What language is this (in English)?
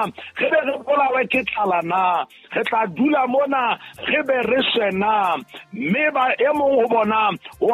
Southern Sotho